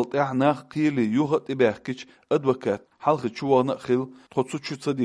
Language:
Chechen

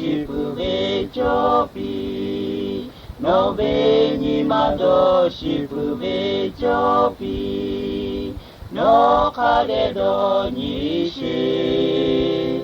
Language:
Lahu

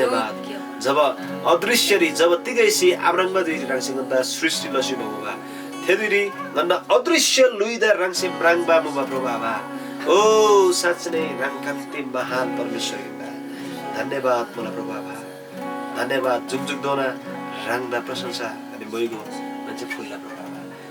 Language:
Eastern Tamang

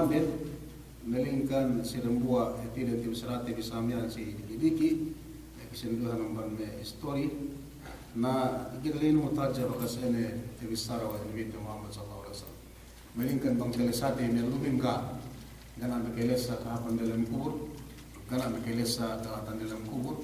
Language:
Yakan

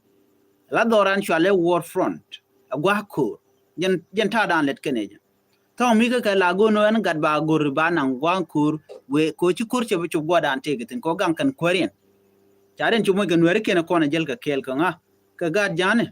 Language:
Nuer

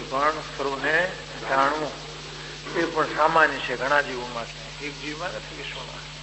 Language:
Gujarati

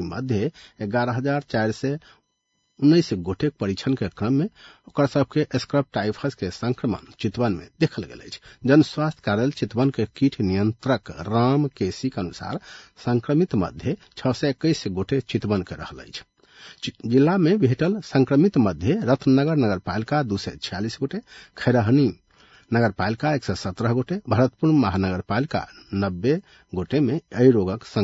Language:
Maithili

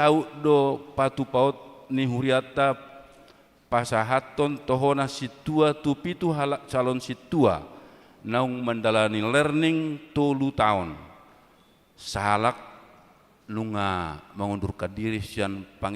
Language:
Batak Toba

